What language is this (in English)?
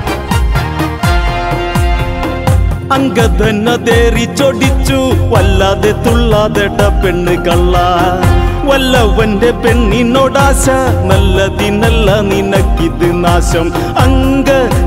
Malayalam